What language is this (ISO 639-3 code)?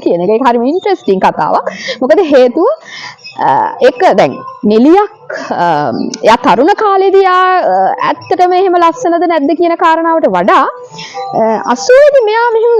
sin